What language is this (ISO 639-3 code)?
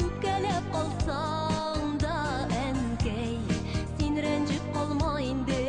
bak